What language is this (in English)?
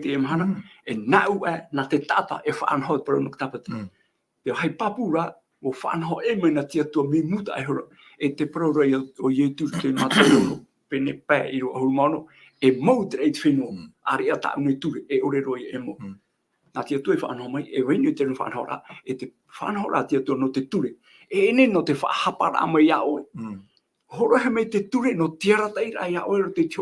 Tahitian